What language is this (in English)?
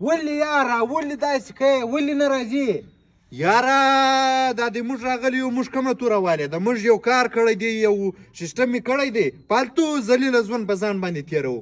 Pashto